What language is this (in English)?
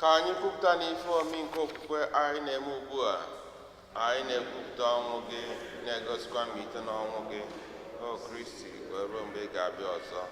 Igbo